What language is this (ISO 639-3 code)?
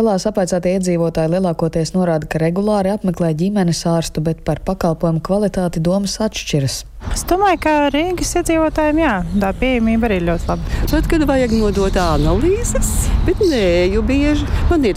lav